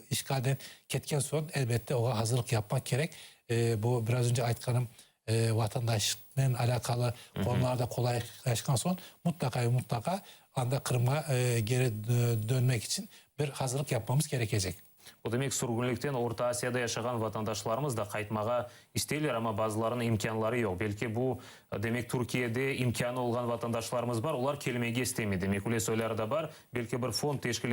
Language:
Crimean Tatar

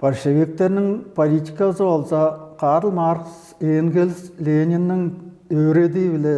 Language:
Tuvinian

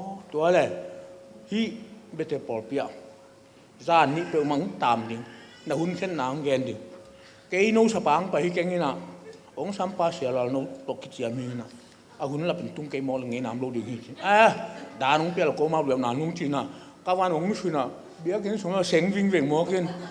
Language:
Tedim Chin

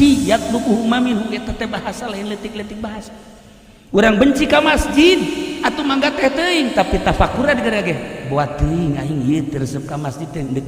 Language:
Sundanese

